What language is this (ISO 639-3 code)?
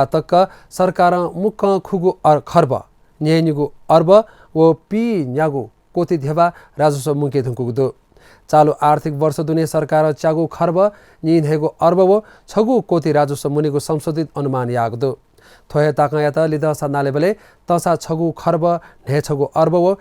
new